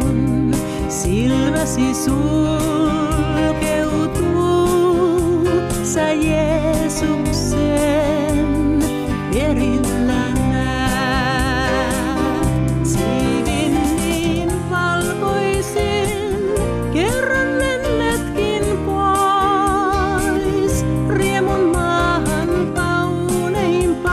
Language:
Finnish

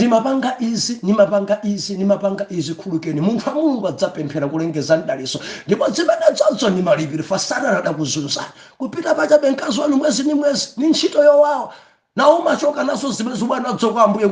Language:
Nyanja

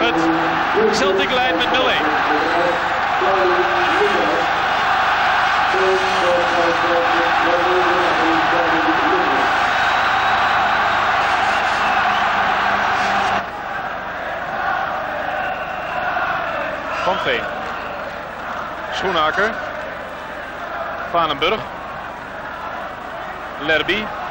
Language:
Dutch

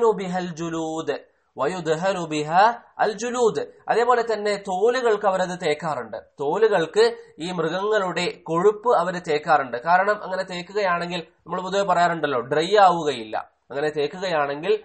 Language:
Malayalam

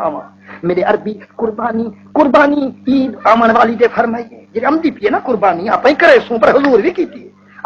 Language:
Saraiki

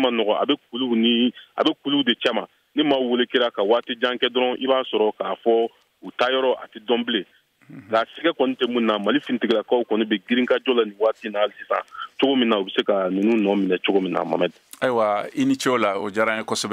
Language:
Bambara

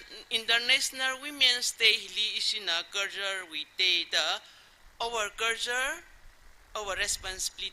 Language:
Tangkhul Naga (India)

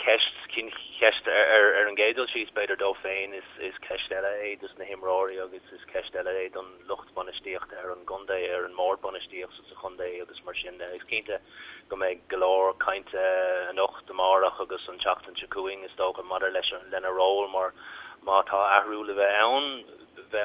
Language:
Irish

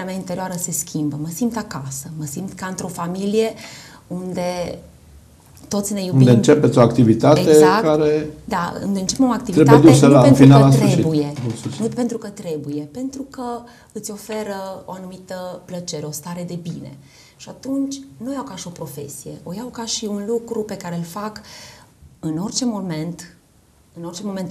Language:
Romanian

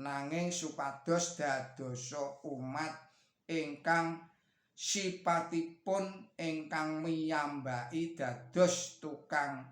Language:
Javanese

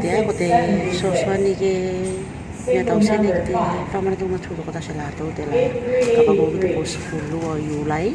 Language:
Tuvalu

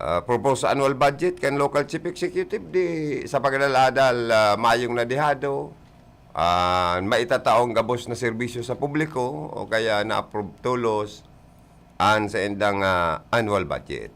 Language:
Bikol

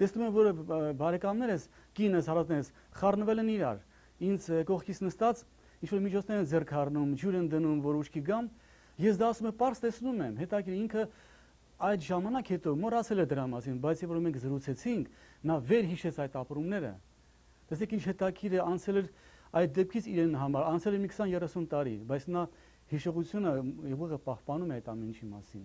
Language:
Armenian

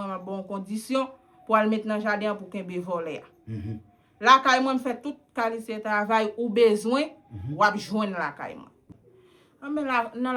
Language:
Haitian Creole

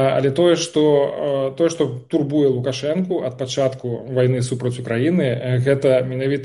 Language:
Belarusian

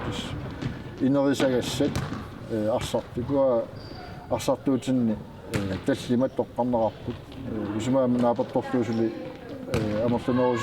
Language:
Kalaallisut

